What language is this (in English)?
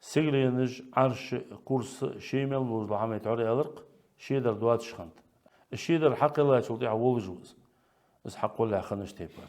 Ingush